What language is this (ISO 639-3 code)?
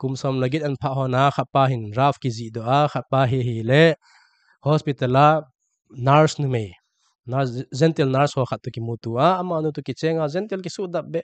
tcz